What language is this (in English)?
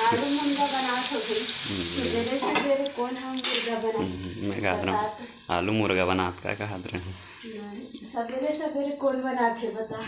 Chhattisgarhi